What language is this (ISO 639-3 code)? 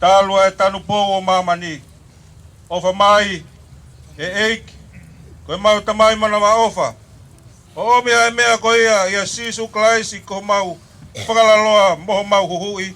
ton